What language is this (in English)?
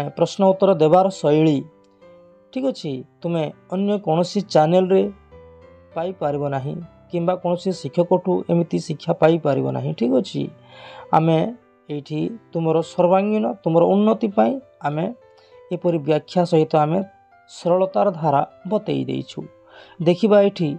Odia